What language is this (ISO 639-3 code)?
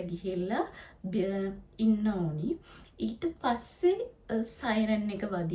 sin